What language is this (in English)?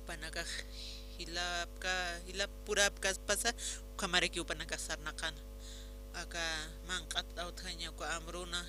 Aymara